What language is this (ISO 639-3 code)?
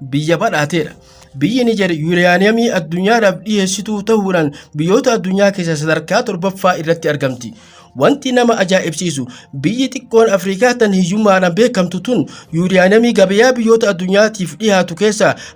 orm